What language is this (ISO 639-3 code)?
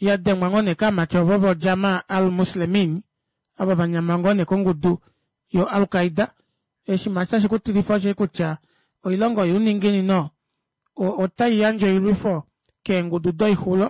kua